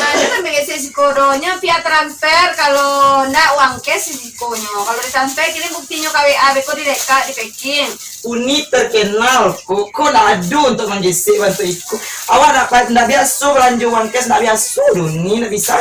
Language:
Minangkabau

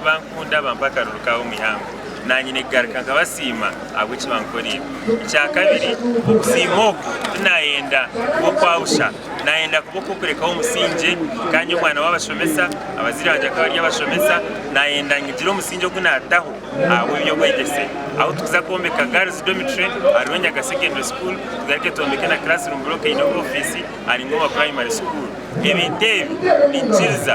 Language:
Nyankole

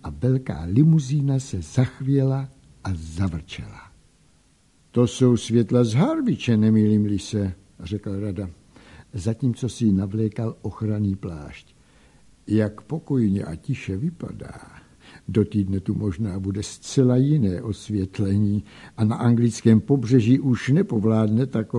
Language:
Czech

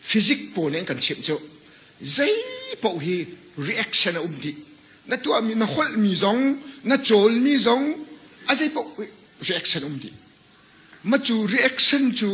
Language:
Hakha Chin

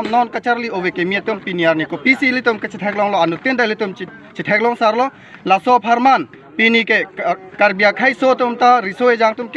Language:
Karbi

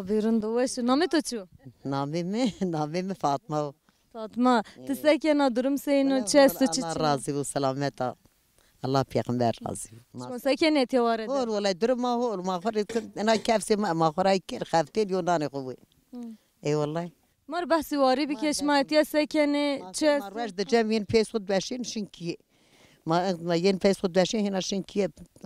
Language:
Zaza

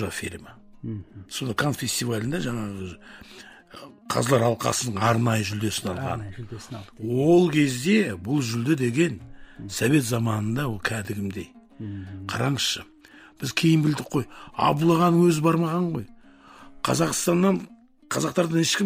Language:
Kazakh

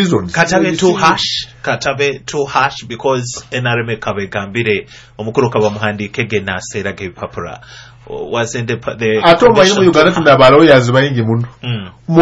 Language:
Nyoro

